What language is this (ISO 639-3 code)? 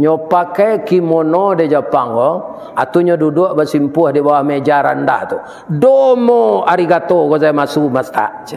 min